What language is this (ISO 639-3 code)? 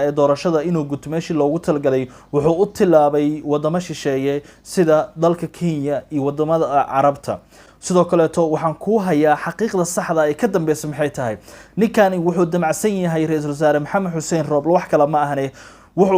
som